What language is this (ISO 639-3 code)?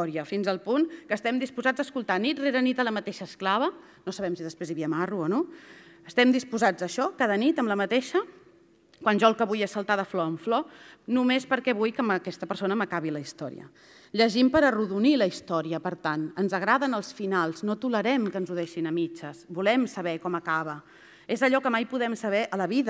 cat